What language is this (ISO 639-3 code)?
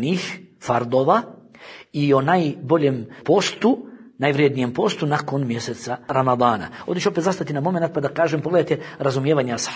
bos